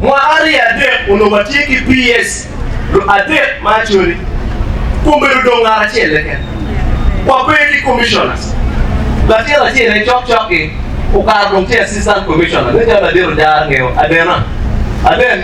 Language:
Acoli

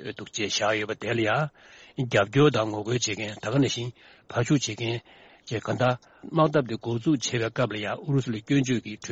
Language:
Tibetan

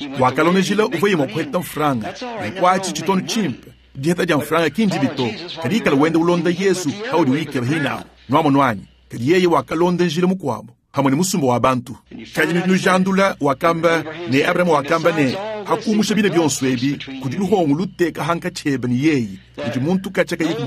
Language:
Luba-Lulua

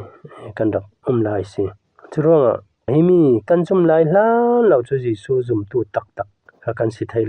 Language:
Falam Chin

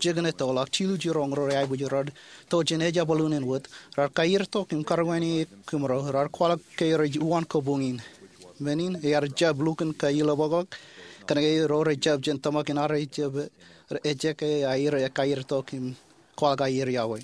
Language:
Marshallese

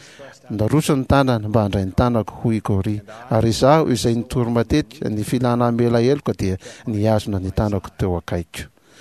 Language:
Malagasy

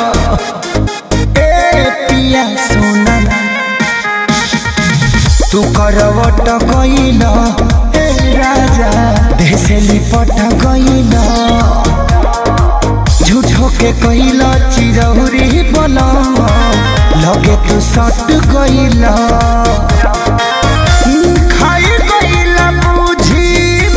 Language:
Bhojpuri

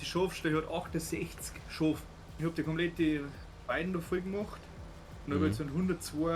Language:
Bavarian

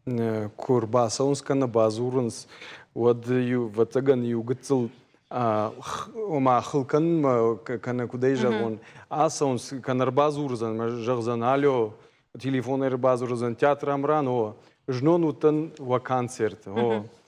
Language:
Ossetic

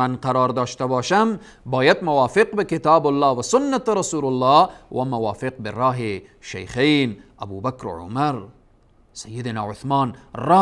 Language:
Persian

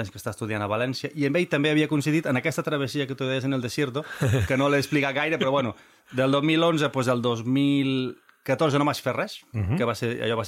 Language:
Catalan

